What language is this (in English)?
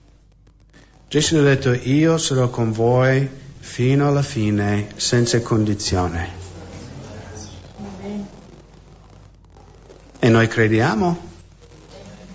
Italian